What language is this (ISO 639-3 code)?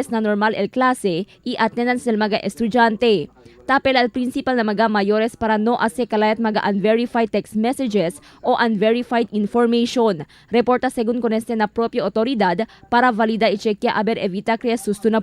cbk